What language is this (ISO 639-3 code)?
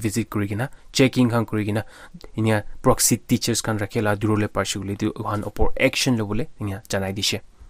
nag